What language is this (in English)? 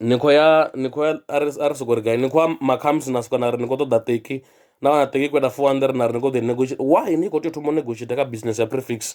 Venda